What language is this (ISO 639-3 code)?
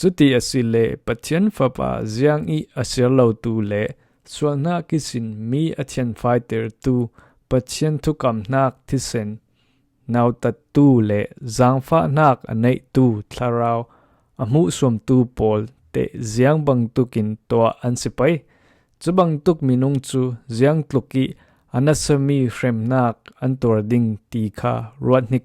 cfm